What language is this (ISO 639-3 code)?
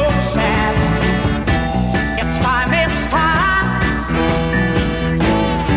por